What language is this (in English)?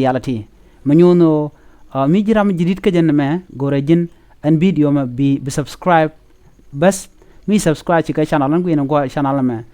Nuer